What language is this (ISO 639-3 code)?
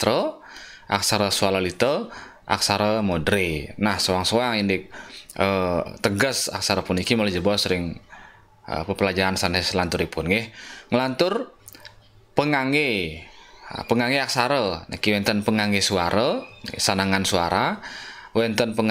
ban